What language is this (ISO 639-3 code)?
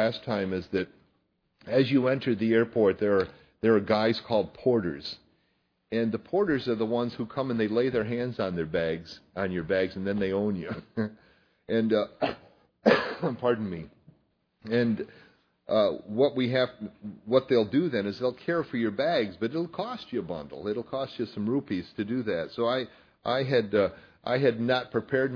eng